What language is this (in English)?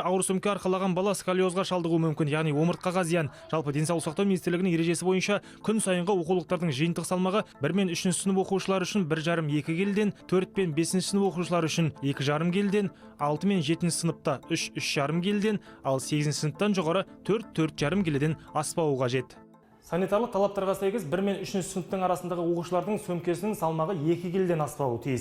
Kazakh